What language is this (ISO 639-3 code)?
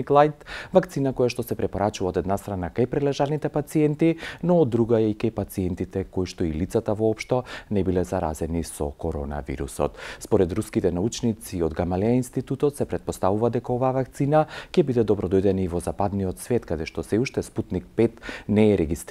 mkd